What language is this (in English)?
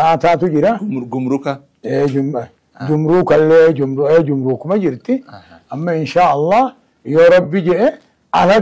Oromo